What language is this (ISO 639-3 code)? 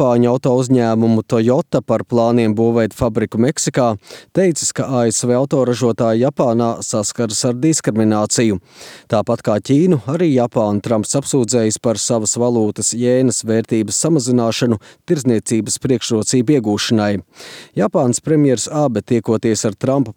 lav